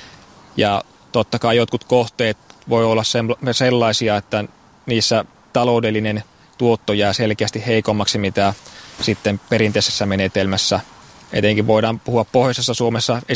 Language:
Finnish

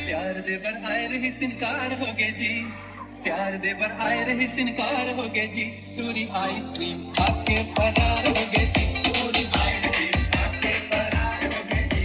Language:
Chhattisgarhi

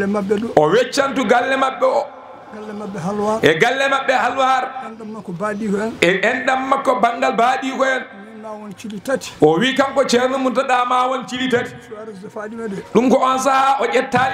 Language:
Fula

